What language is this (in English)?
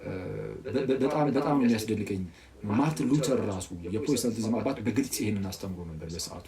Amharic